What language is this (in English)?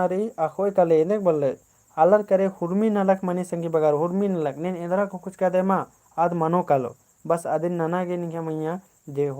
Kurukh